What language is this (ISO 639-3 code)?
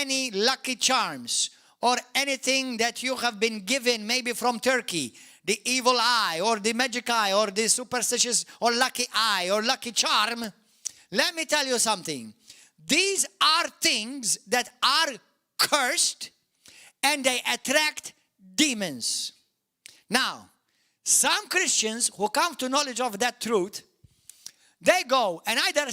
eng